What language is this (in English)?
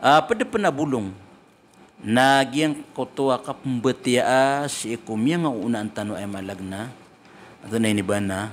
Maranao